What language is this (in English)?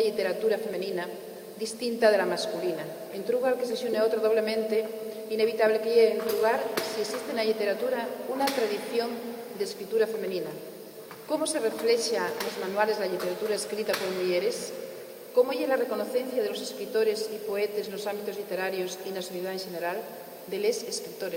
Asturian